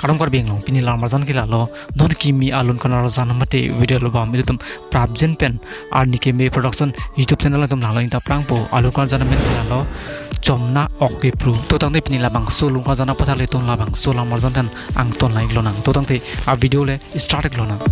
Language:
Karbi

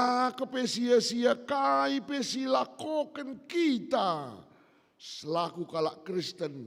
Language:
Batak Karo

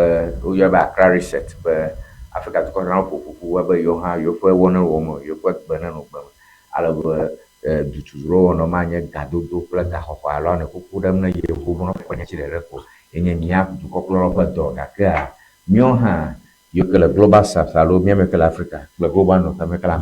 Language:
Ewe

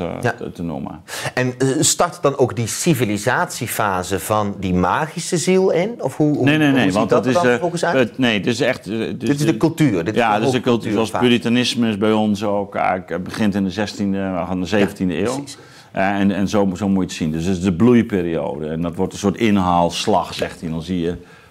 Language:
Dutch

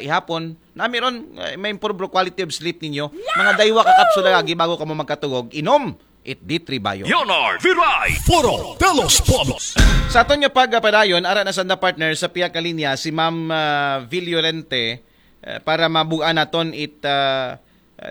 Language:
Aklanon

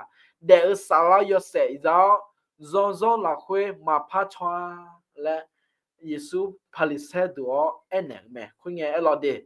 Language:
Akha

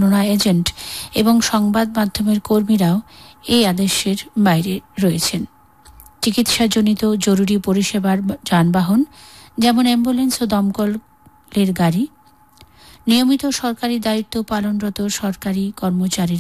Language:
Bangla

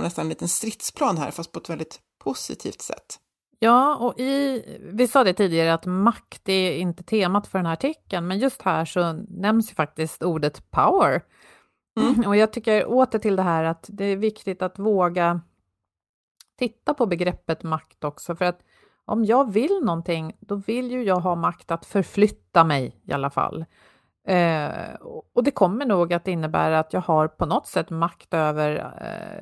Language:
Swedish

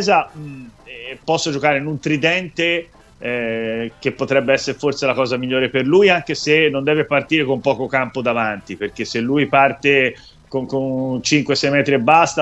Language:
Italian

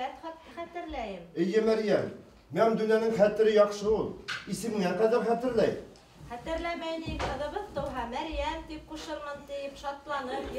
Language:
Bashkir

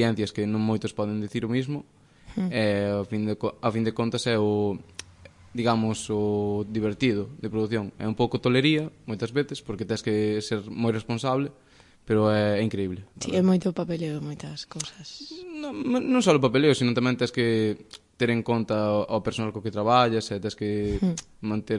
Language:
Galician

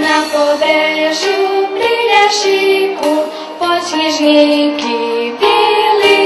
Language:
Rusyn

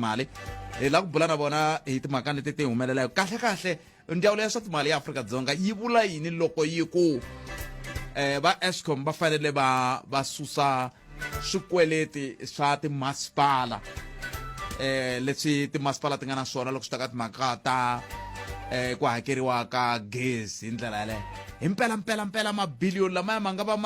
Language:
Tsonga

